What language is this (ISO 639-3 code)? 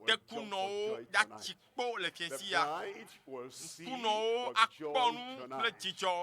ewe